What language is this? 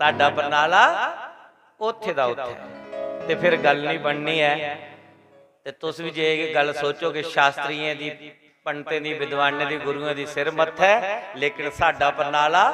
Dogri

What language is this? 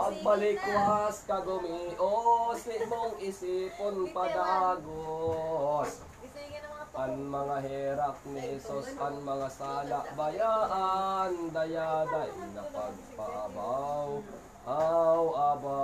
Bikol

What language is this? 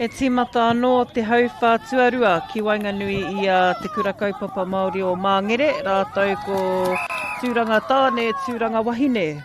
Māori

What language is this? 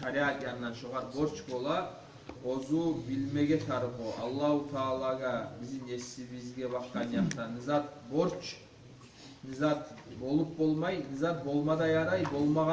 Kumyk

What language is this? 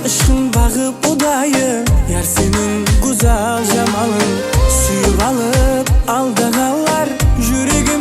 Kara-Kalpak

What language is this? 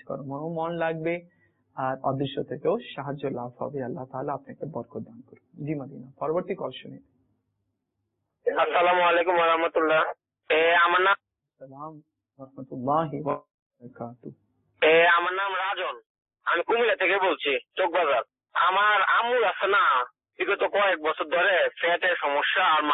Bangla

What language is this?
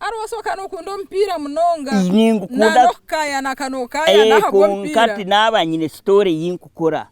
Nyankole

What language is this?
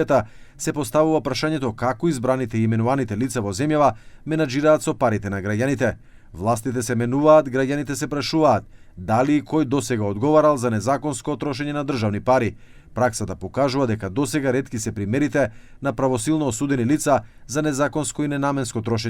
Macedonian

